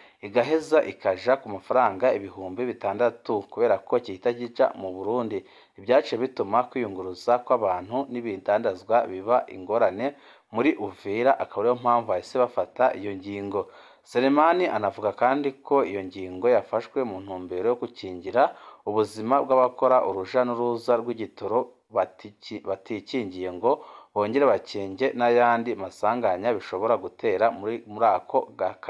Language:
Rundi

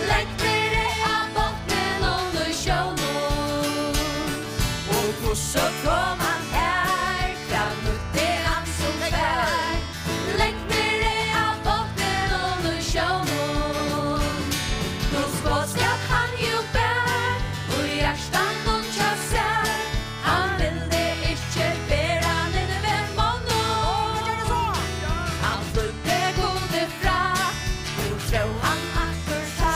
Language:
Faroese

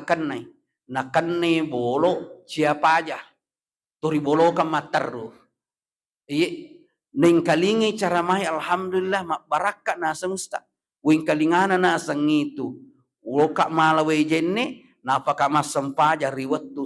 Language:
Buginese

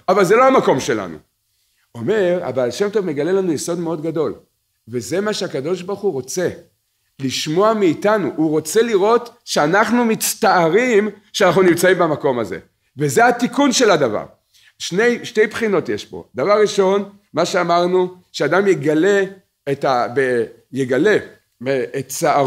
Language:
Hebrew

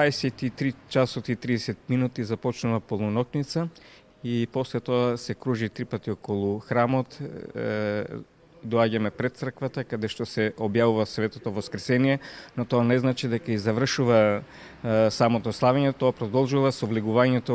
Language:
Macedonian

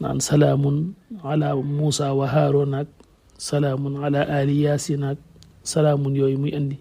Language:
Wolof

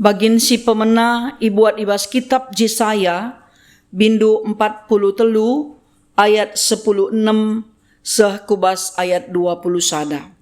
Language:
Batak Karo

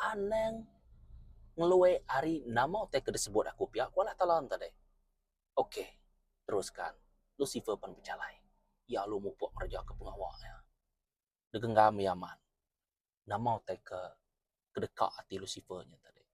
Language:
Iban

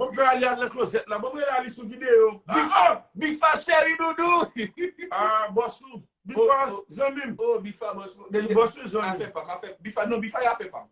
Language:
Haitian Creole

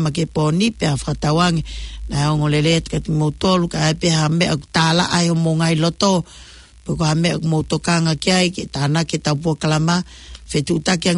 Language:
Tongan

